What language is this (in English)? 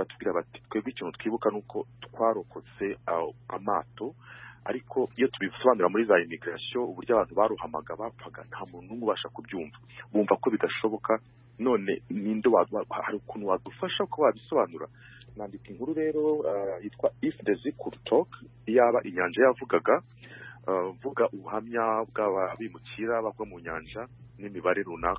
Kinyarwanda